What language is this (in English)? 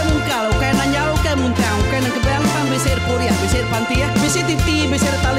Iban